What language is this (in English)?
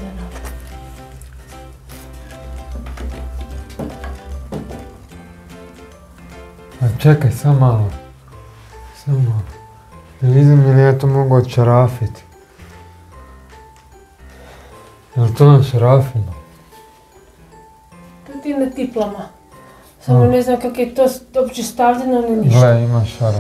Croatian